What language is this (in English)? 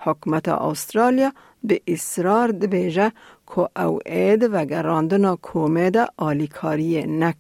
Kurdish